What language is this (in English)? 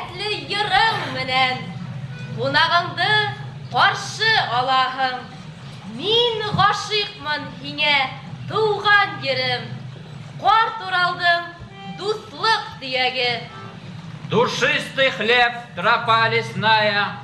Bashkir